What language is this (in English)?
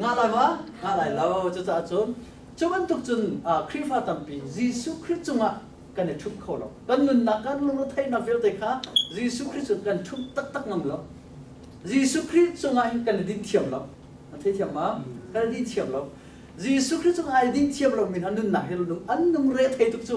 Hakha Chin